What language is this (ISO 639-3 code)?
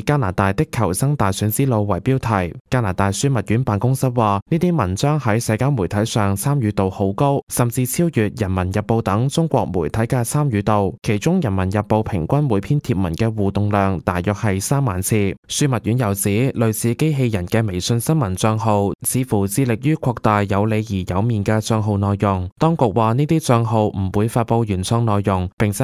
yue